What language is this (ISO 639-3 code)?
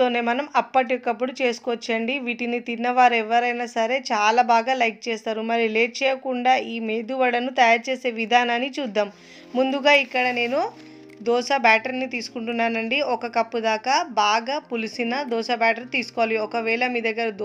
tel